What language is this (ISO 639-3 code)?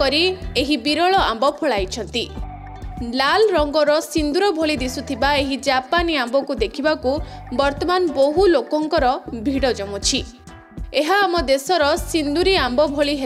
ori